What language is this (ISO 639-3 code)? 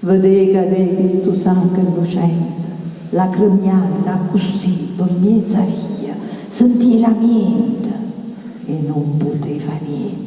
nap